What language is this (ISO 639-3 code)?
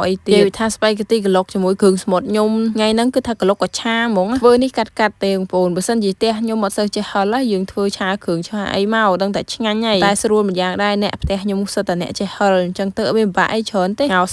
khm